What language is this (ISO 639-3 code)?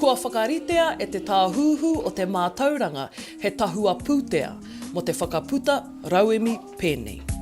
mri